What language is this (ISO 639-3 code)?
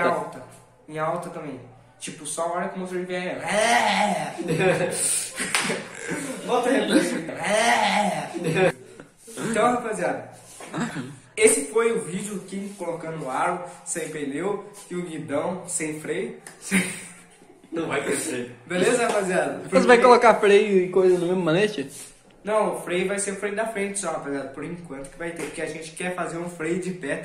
por